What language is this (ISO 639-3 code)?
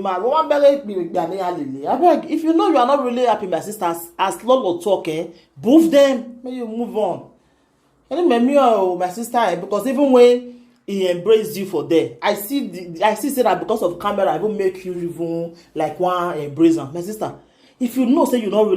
pcm